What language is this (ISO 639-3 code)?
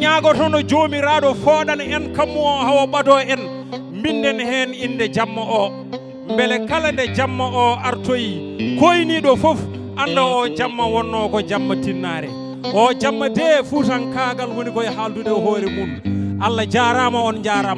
ful